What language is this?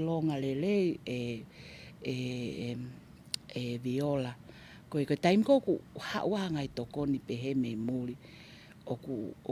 Tongan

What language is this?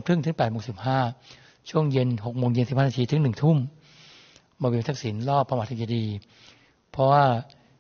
Thai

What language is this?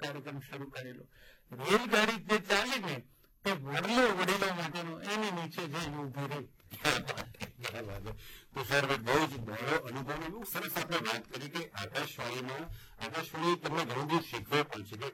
Gujarati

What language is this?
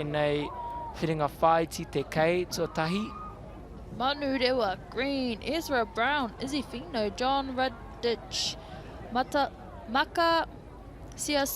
Māori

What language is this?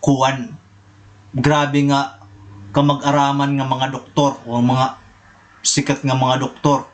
Waray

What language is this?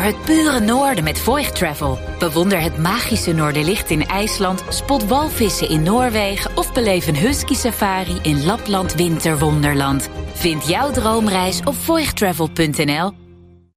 Dutch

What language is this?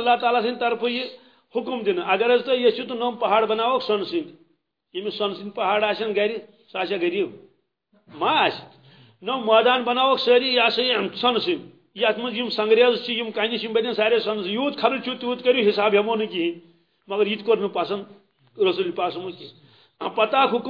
Kashmiri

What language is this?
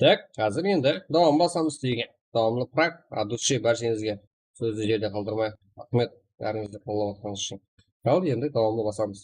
Kara-Kalpak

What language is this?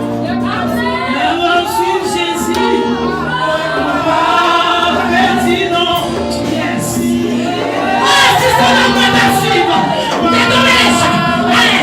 Haitian Creole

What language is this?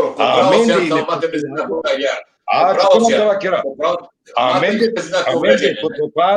Balkan Romani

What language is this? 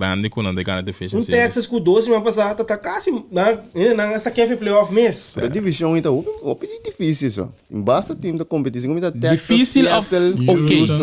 Papiamento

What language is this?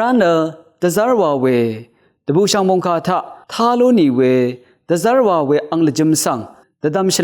Rawang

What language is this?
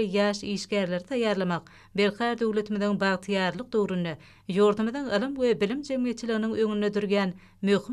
Turkmen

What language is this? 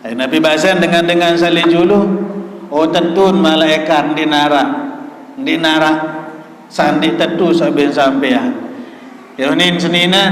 Sasak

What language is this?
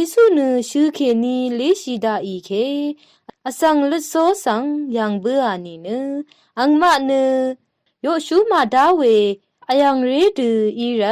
Rawang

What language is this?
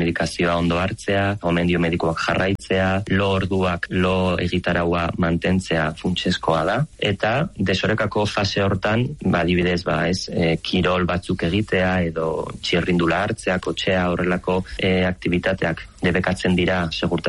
Basque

